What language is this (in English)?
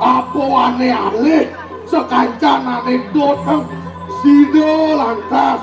Balinese